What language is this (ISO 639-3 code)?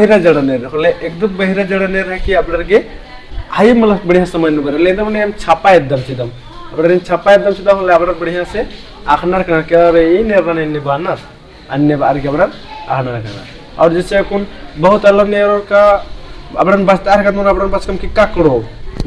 kru